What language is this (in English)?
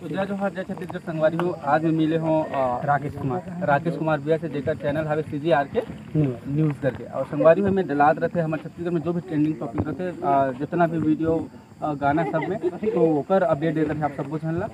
Chhattisgarhi